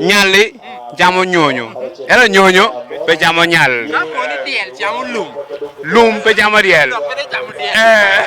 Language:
Lango (Uganda)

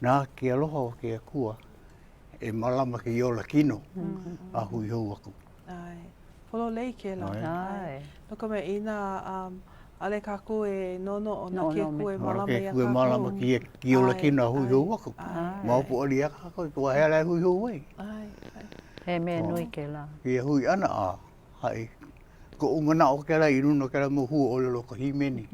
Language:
Hawaiian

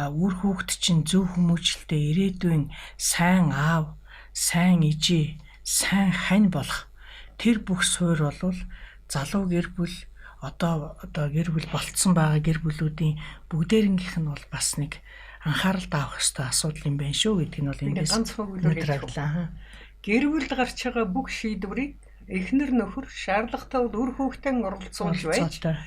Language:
Mongolian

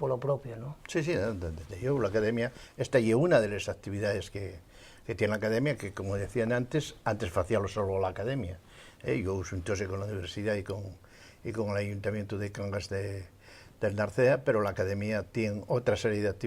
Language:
Asturian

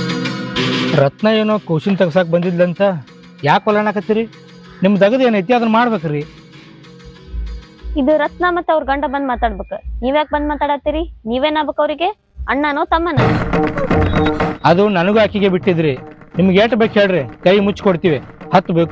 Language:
Kannada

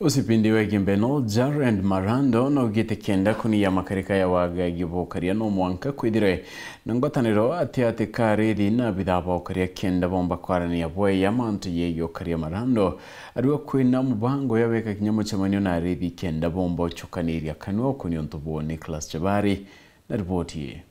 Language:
Meru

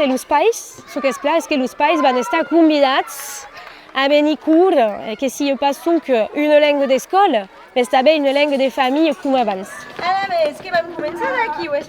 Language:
Occitan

